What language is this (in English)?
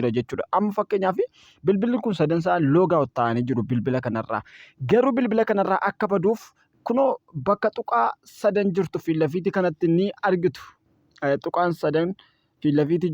Oromo